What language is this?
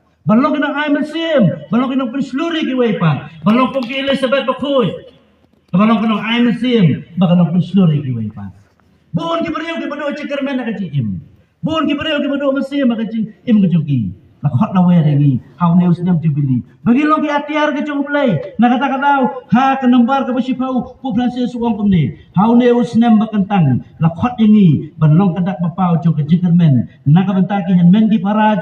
Khasi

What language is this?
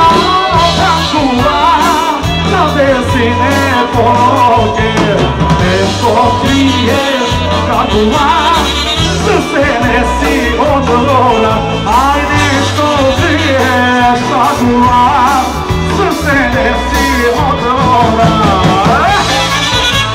Croatian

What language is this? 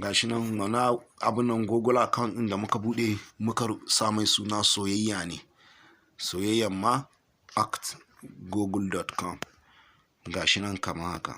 Hausa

